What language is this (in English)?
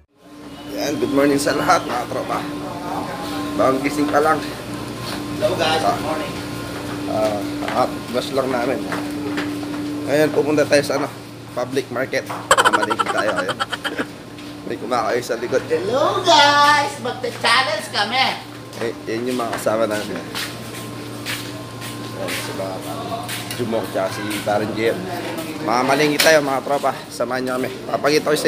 Filipino